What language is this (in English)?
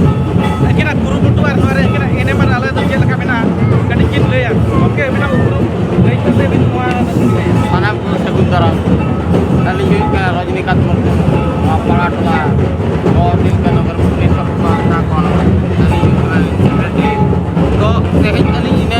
Santali